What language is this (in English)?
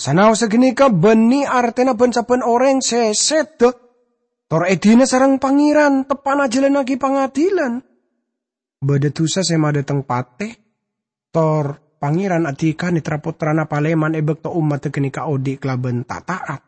Madurese